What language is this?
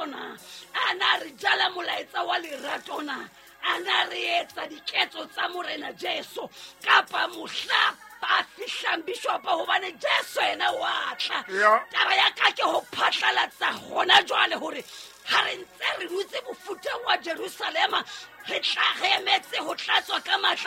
Southern Sotho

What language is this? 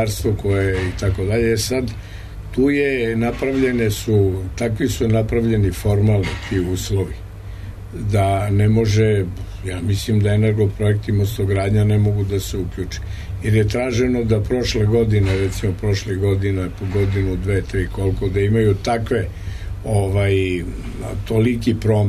Serbian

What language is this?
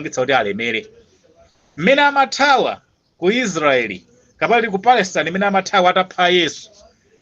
Nyanja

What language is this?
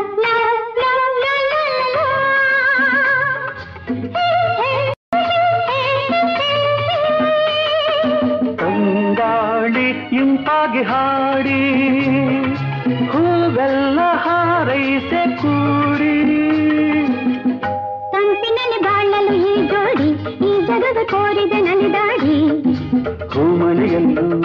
Kannada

